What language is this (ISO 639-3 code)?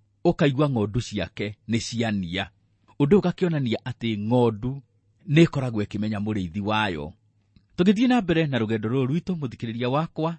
kik